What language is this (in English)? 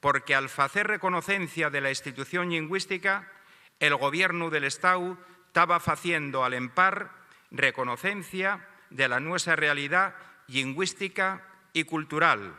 Asturian